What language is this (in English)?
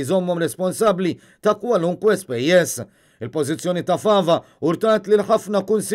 Maltese